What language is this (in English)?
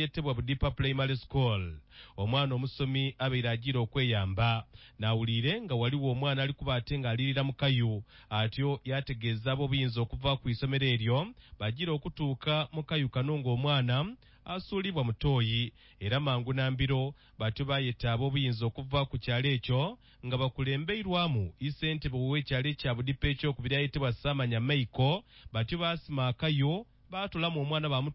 Nyoro